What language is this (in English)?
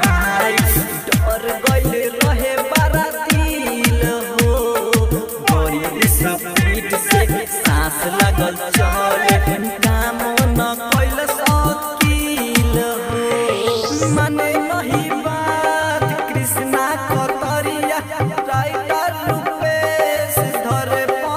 Bhojpuri